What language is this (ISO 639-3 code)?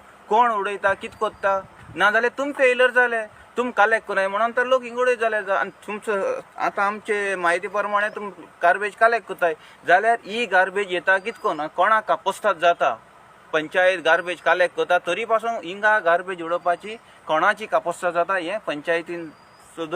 kok